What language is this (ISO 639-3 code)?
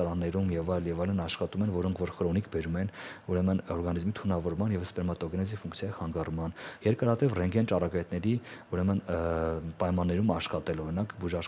hye